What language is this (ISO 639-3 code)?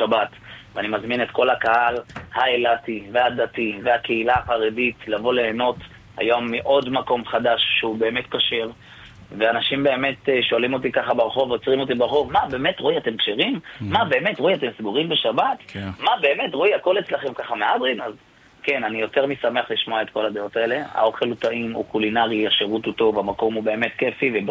heb